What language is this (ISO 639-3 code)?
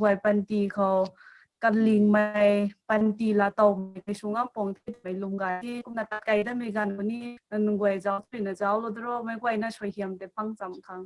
nbu